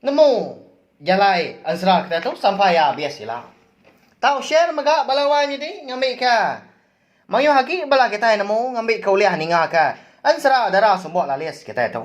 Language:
Iban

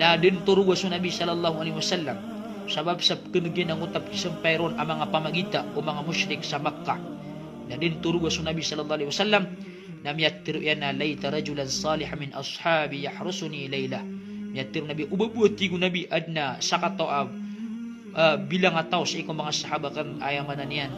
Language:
Maranao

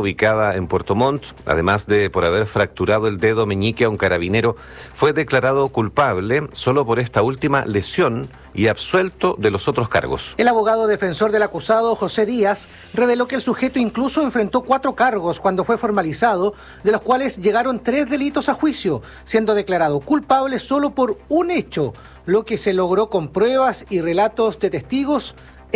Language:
Spanish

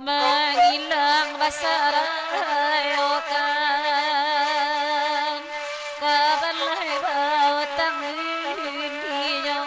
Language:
Minangkabau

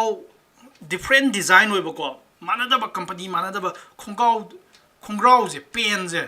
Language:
Manipuri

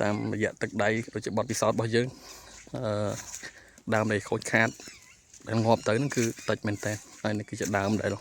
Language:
Khmer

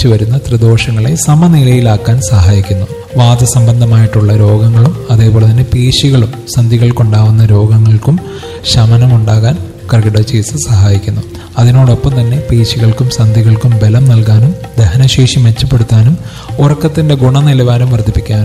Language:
Malayalam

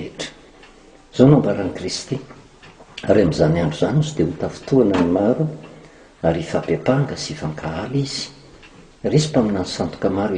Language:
Malagasy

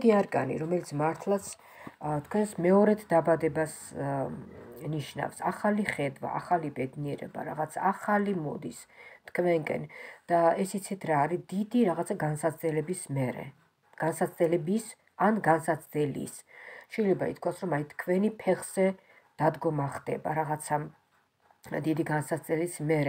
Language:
Georgian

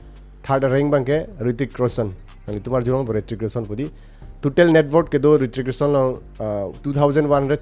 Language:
Karbi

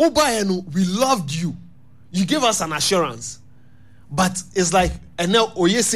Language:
Akan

